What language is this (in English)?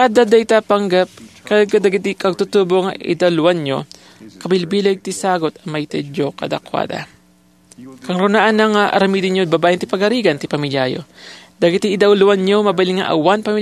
Iloko